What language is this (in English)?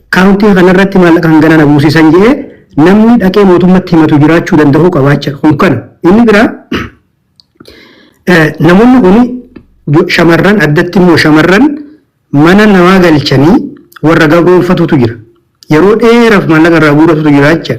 Oromo